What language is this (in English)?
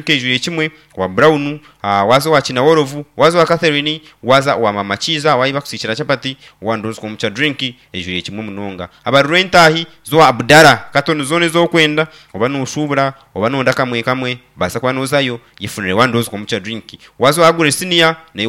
Nyankole